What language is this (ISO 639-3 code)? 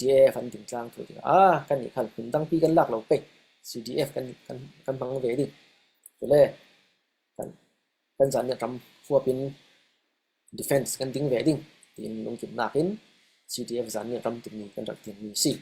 cfm